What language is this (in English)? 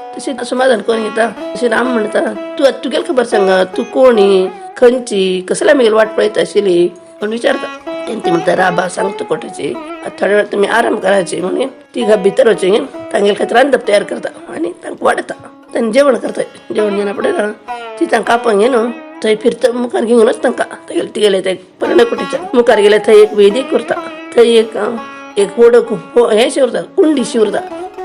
Konkani